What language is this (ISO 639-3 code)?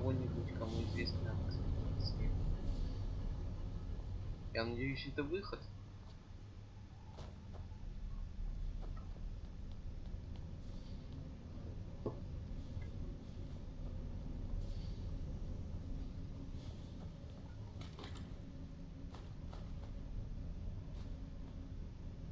rus